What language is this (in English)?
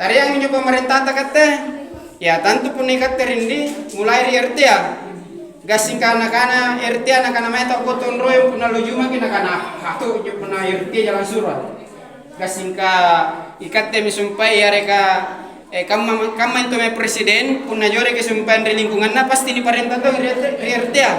Makasar